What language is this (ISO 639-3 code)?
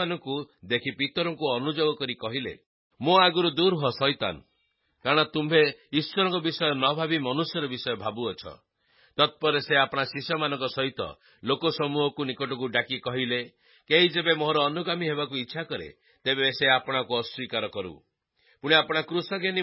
ori